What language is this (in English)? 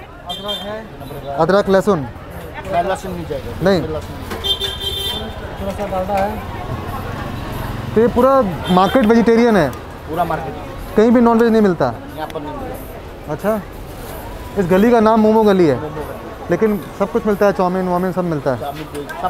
Hindi